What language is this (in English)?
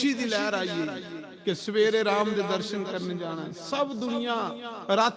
Dogri